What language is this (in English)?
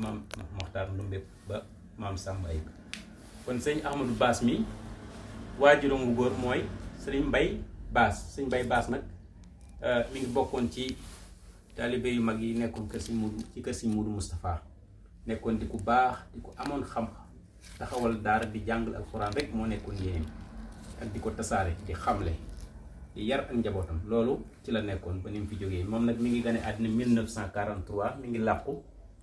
Wolof